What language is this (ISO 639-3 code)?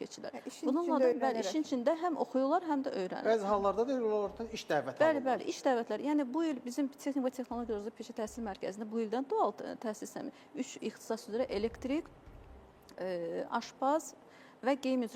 aze